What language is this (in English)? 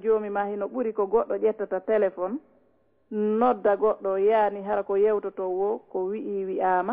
Fula